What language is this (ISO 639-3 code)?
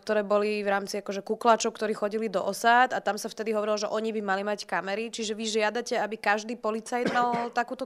slk